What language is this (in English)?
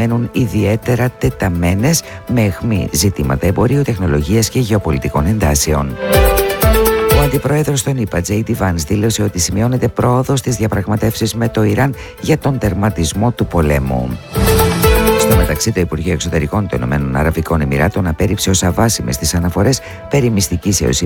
Greek